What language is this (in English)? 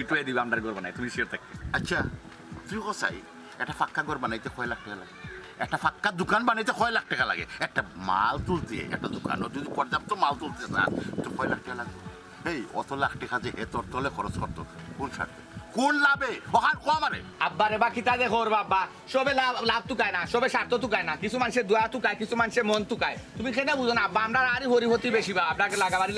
Sylheti